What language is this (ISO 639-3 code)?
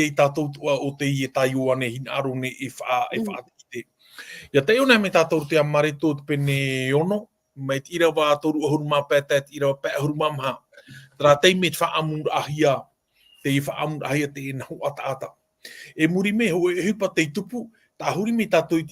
tah